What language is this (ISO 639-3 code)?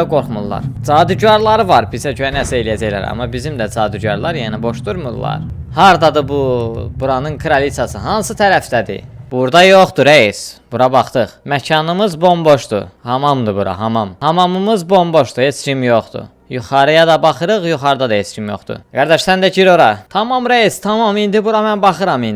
aze